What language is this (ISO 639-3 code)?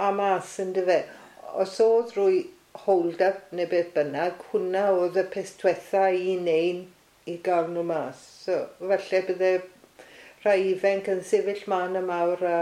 cym